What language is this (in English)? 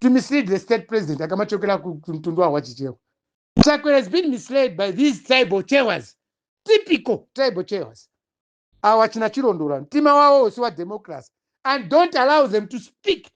Nyanja